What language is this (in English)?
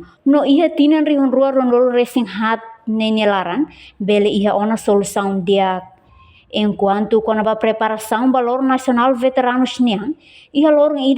Tetum